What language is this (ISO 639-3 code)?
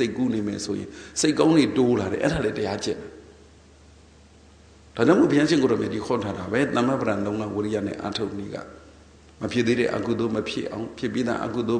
mya